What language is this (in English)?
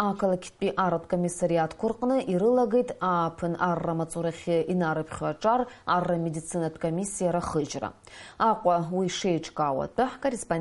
Abkhazian